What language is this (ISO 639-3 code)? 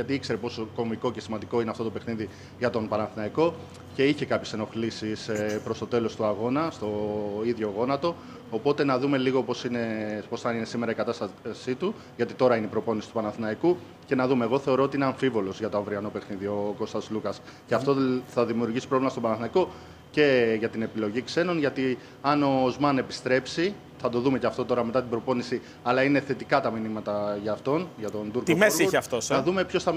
ell